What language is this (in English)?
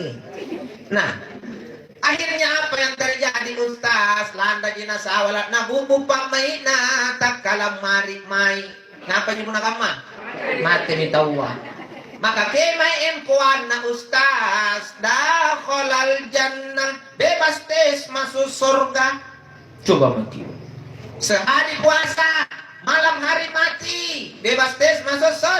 Makasar